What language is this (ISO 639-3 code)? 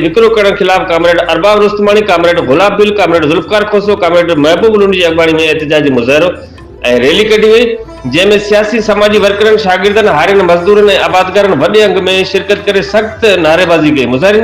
snd